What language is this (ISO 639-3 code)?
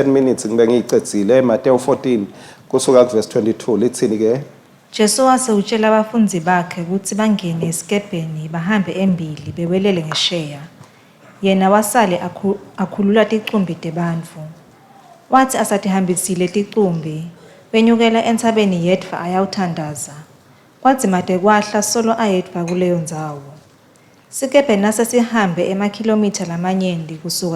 ssw